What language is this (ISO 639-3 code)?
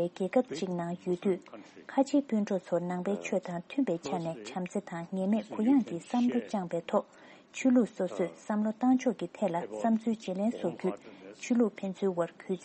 bod